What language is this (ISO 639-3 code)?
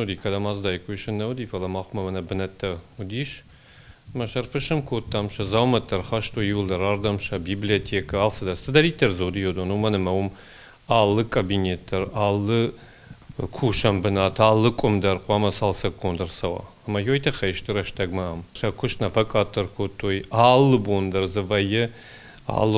oss